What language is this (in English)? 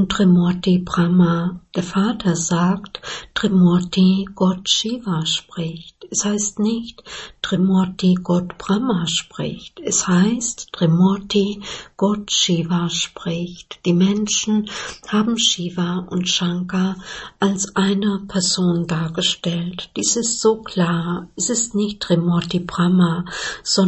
German